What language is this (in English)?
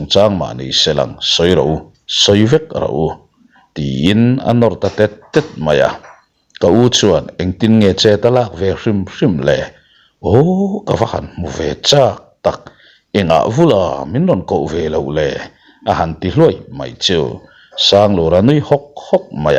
Mizo